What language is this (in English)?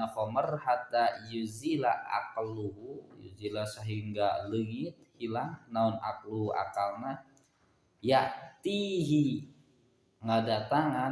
Sundanese